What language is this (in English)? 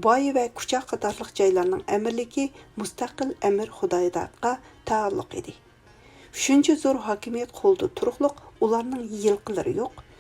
Uyghur